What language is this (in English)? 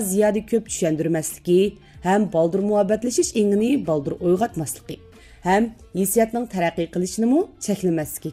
Uyghur